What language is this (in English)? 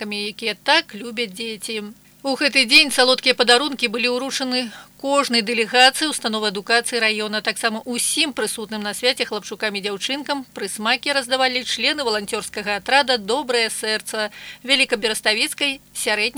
Belarusian